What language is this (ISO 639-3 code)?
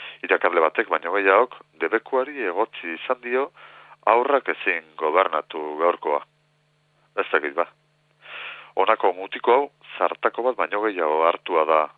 eus